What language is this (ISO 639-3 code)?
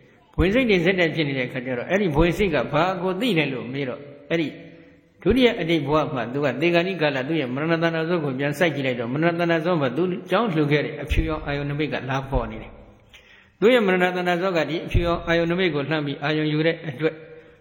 mya